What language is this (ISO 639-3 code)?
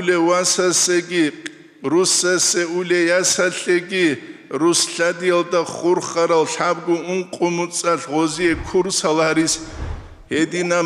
ava